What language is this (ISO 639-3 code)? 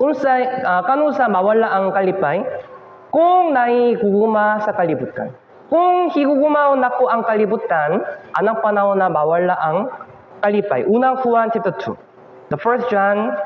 ceb